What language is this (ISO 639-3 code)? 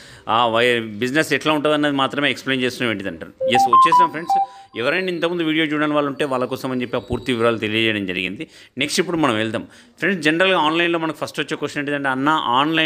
tel